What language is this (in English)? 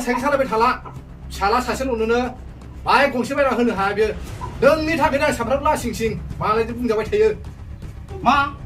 Bodo